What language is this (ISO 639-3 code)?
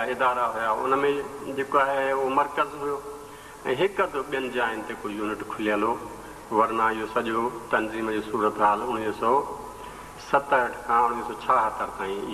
snd